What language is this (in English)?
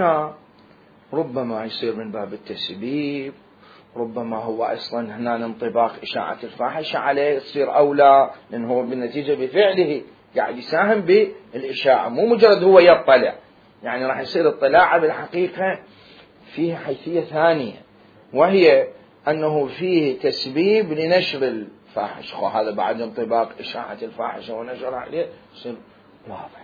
Mesopotamian Arabic